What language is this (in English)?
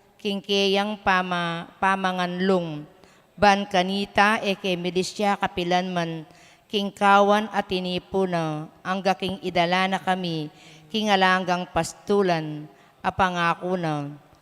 Pampanga